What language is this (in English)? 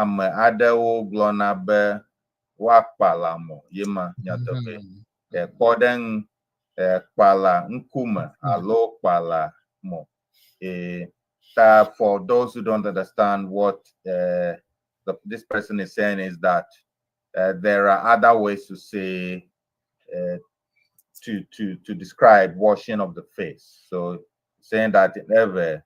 Ewe